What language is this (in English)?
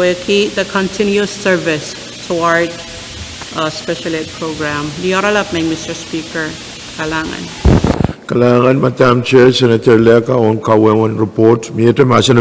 Pohnpeian